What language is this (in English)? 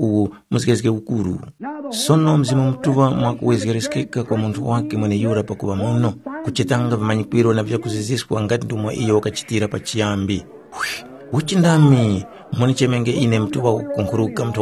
Tumbuka